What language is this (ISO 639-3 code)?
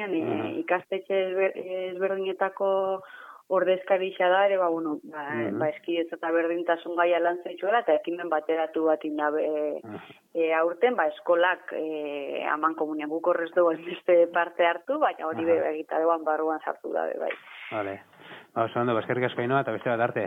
eus